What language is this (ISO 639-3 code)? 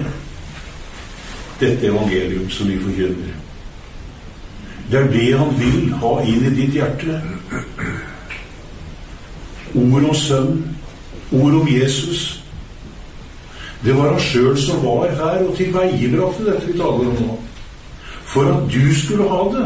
nor